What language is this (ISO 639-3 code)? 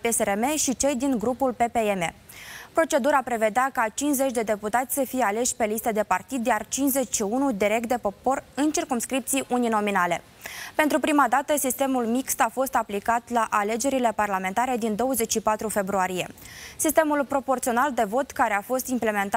ron